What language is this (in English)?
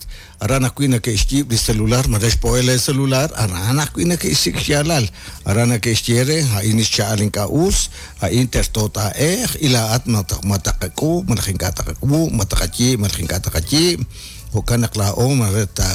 Kekchí